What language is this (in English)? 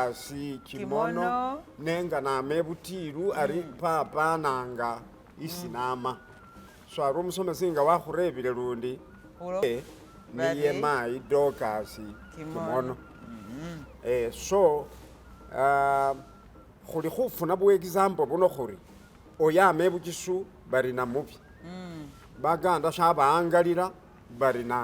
Masaaba